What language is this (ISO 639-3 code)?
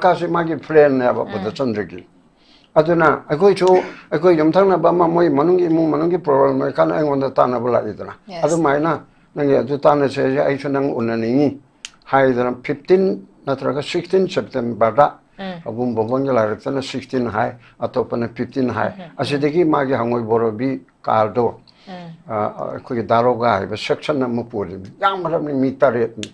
mni